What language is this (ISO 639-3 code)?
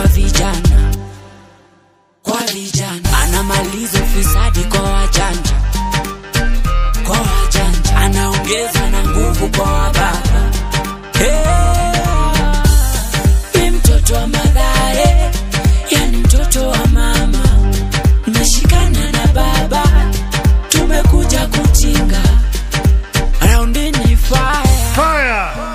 swa